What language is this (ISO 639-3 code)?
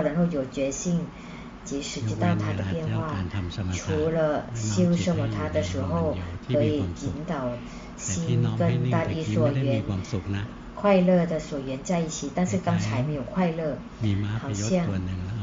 zho